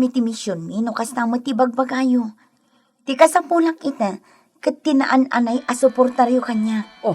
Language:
Iloko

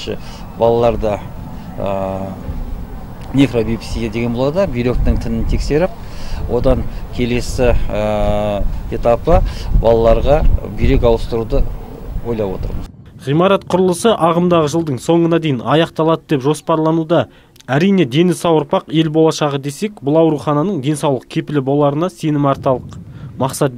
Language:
Kazakh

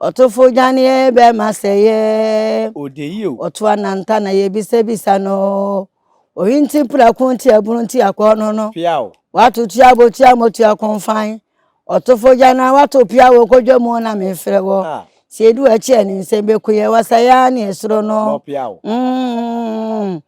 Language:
Akan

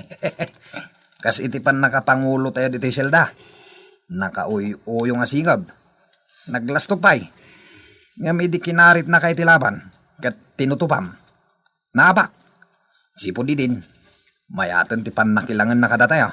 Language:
Iloko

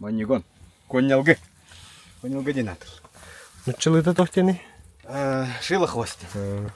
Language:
Yakut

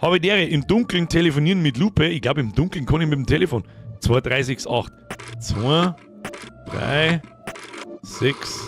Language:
Bavarian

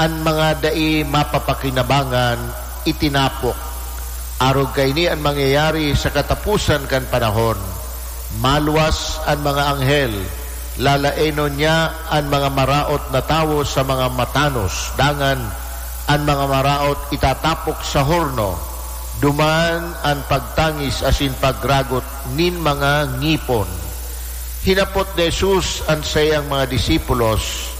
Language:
Bikol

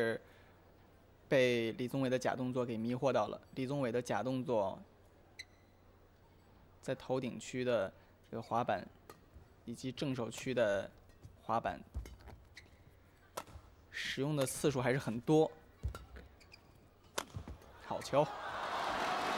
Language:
Chinese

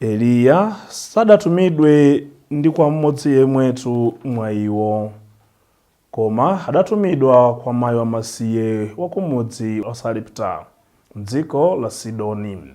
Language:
Nyanja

